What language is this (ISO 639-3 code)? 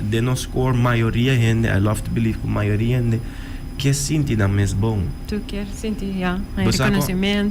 pap